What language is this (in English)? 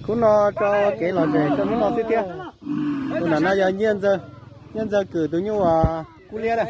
Hmong